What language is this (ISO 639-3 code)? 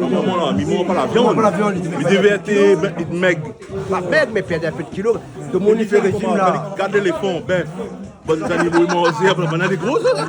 rcf